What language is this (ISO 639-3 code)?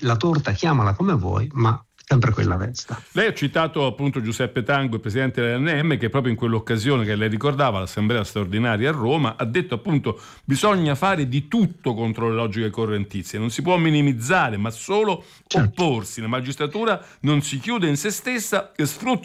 ita